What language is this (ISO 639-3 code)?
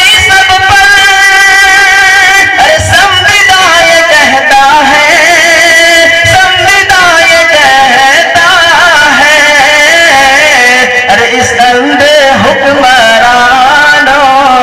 urd